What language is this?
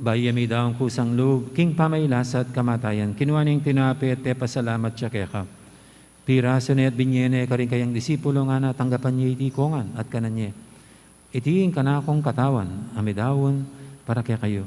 Pampanga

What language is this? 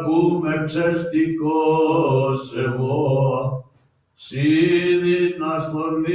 Greek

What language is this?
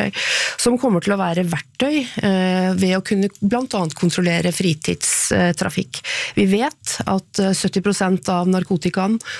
Norwegian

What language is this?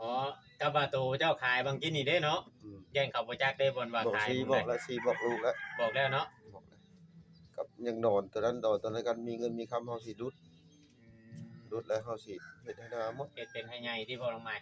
Northeastern Thai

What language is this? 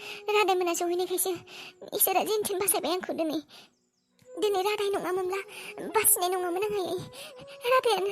Bodo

